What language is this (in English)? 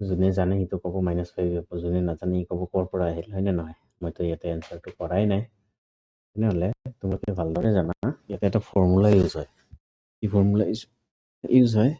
Assamese